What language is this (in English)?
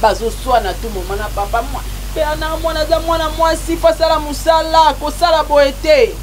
Lingala